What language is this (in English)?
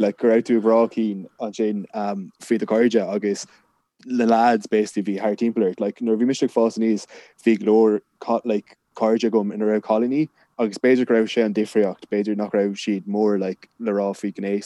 Irish